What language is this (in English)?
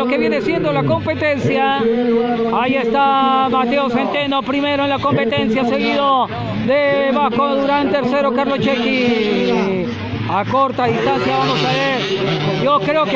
Spanish